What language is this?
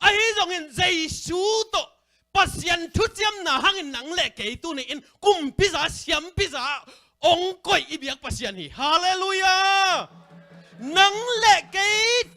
Tedim Chin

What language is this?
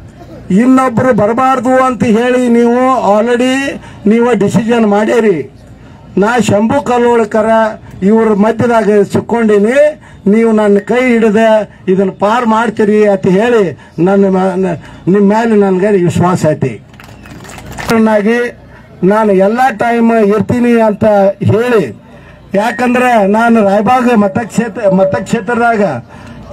Kannada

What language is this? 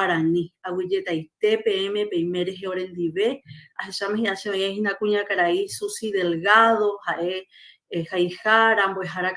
Guarani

